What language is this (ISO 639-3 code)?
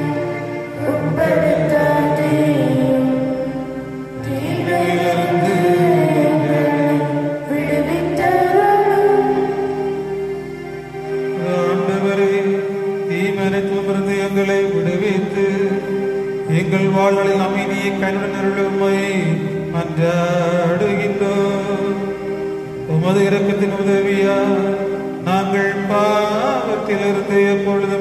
tam